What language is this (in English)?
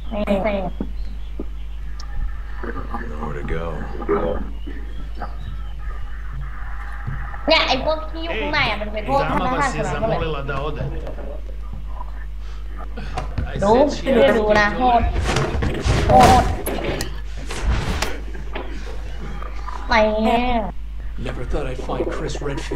Thai